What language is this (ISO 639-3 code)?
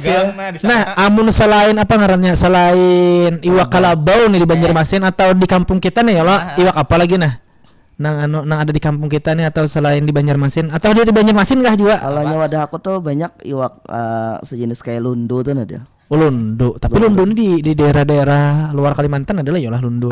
bjn